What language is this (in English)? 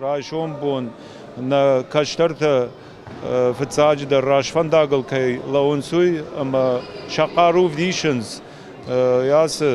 Ossetic